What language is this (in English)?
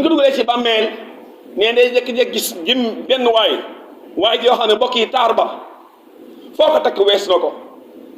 Wolof